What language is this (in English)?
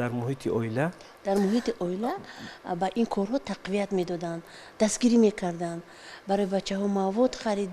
Tajik